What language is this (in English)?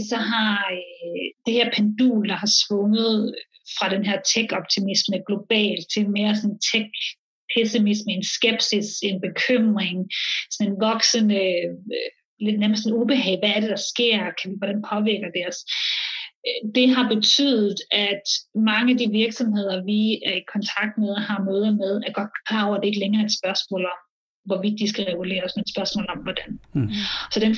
Danish